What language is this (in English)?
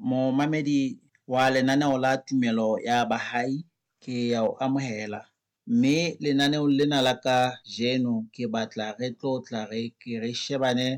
Southern Sotho